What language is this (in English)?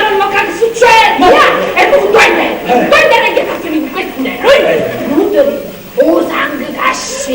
Neapolitan